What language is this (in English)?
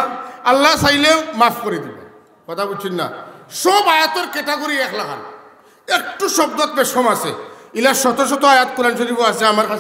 Sylheti